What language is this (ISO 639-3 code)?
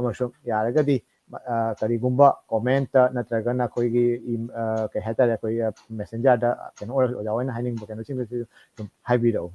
mni